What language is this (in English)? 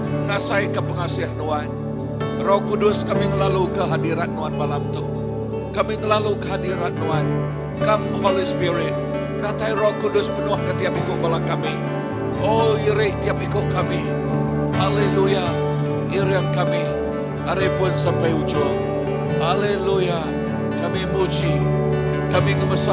Iban